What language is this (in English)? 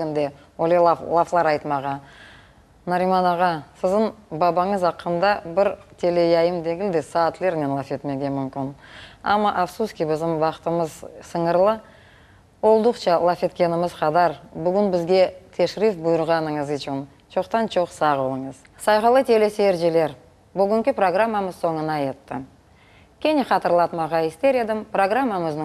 Crimean Tatar